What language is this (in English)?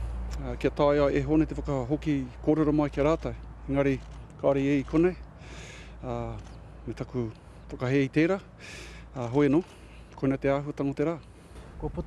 Māori